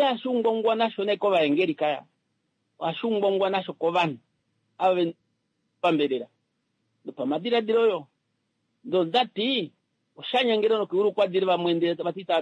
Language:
Kuanyama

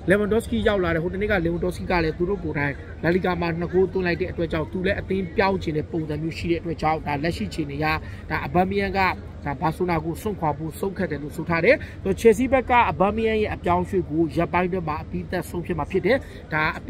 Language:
Burmese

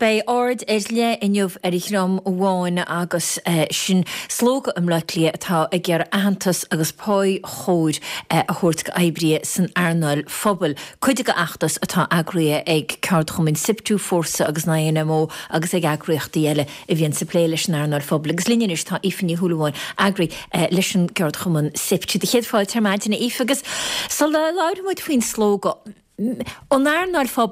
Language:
Irish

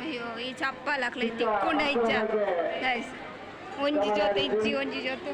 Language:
Tulu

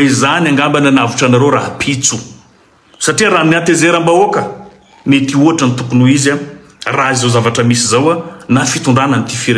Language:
Malagasy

